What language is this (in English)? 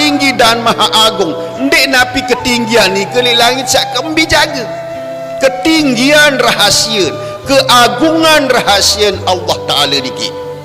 Sasak